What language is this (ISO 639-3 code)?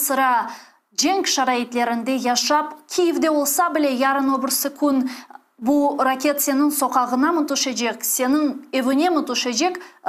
crh